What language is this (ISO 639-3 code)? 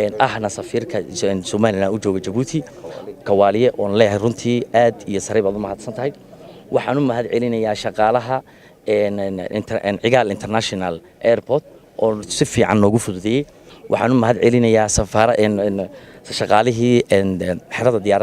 som